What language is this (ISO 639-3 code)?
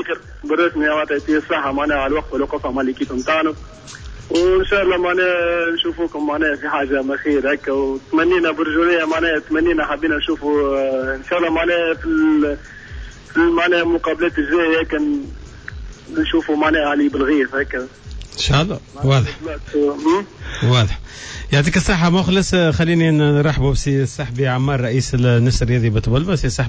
aeb